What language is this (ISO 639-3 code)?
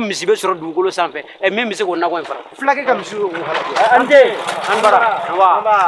bam